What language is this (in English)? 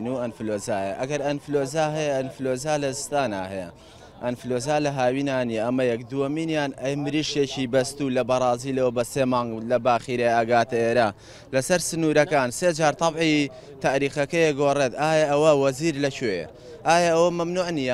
Central Kurdish